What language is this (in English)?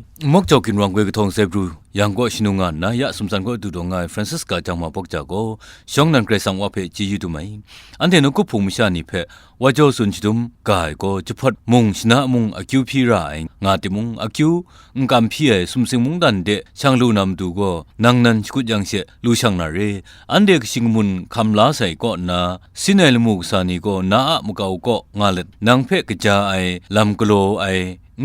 Kachin